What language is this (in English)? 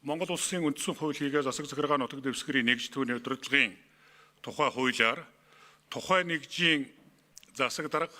Mongolian